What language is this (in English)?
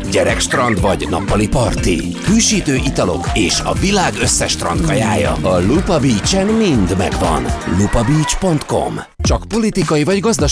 Hungarian